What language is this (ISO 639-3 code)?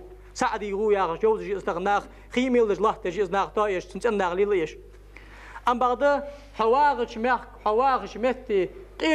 inh